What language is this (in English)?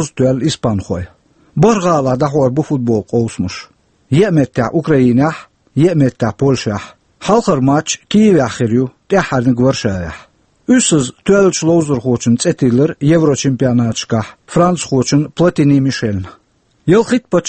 Chechen